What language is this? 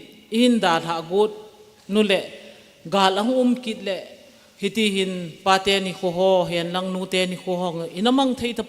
Thado Chin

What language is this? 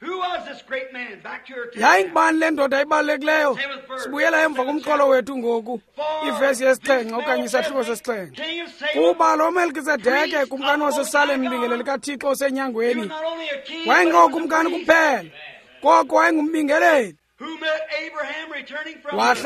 Xhosa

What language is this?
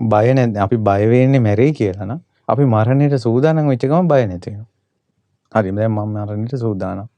Sinhala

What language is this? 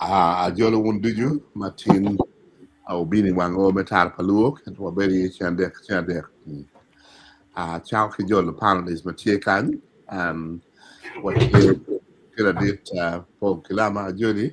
Acoli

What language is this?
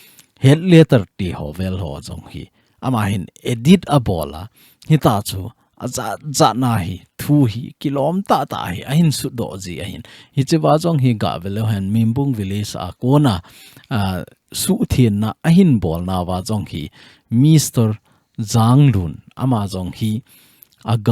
Thado Chin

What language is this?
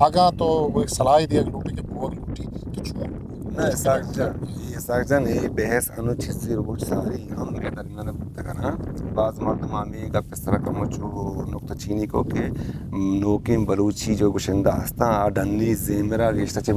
Eastern Balochi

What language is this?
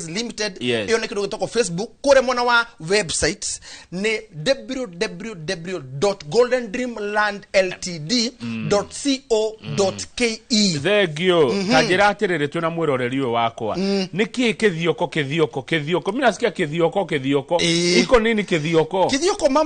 Kikuyu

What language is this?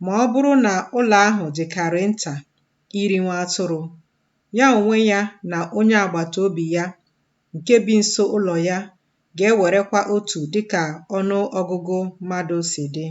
Igbo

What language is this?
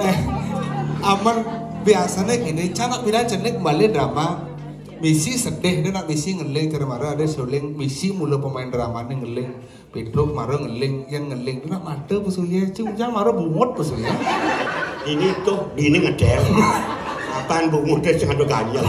Balinese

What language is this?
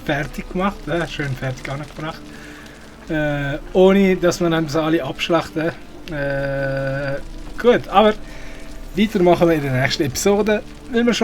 Swiss German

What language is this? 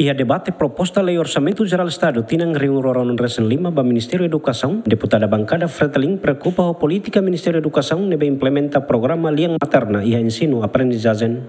Tetum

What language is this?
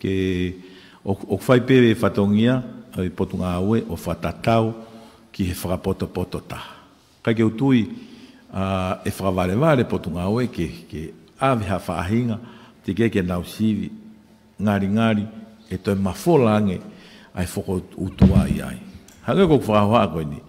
Tongan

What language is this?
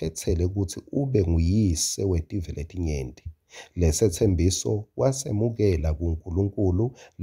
Swati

